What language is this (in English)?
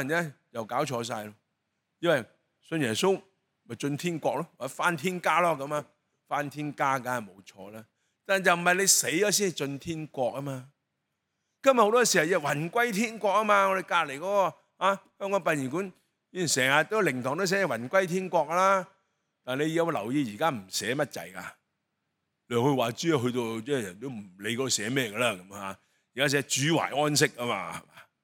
Cantonese